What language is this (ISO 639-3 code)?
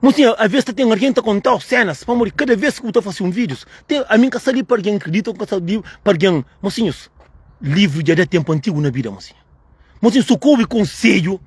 kea